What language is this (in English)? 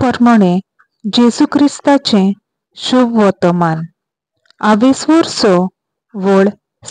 Konkani